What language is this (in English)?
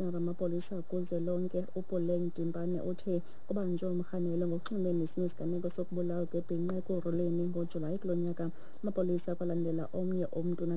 Xhosa